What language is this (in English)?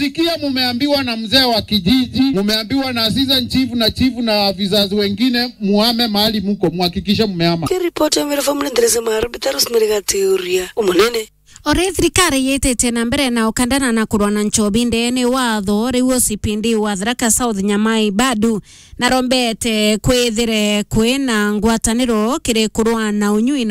Meru